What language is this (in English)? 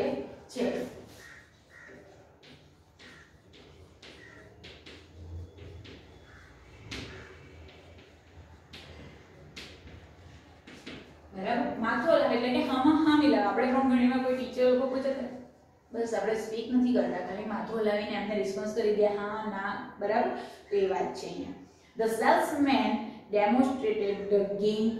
Gujarati